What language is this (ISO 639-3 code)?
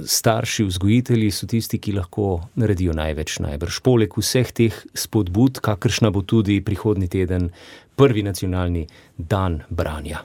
slv